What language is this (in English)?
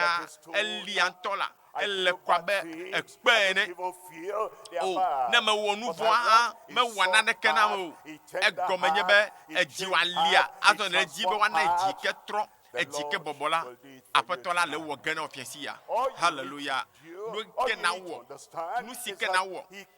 Ewe